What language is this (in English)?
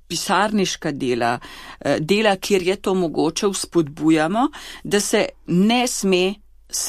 Slovenian